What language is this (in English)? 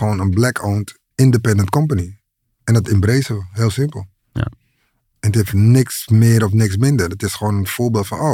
Dutch